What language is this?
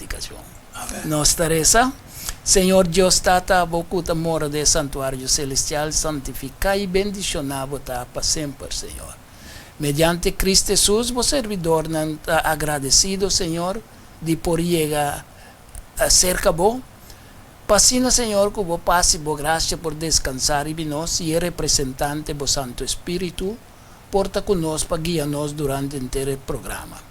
Papiamento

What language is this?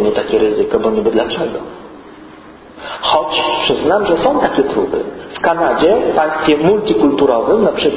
Polish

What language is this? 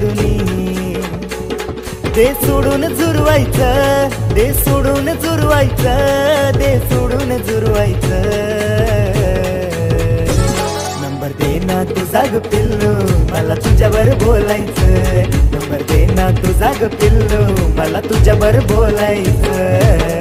Marathi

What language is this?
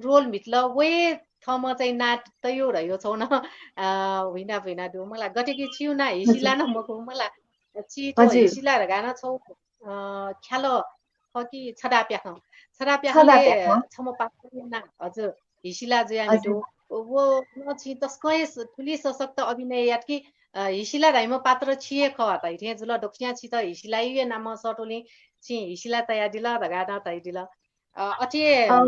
Newari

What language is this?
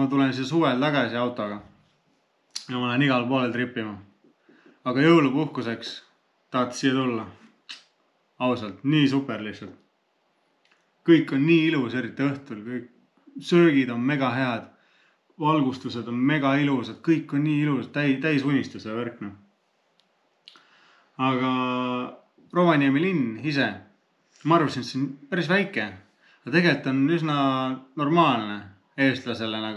Estonian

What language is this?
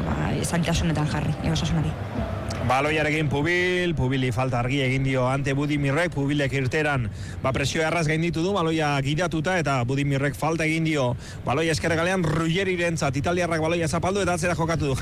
Basque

